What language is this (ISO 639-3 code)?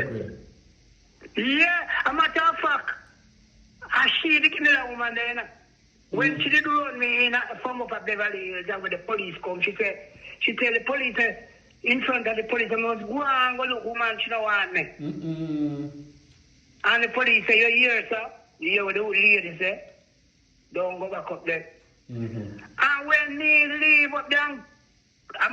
jam